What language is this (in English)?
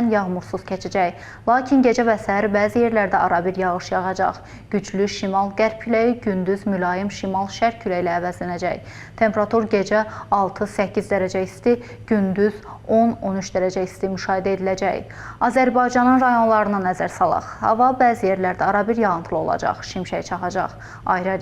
Azerbaijani